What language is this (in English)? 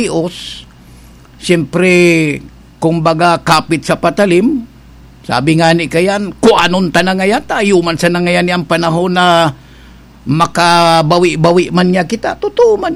Bikol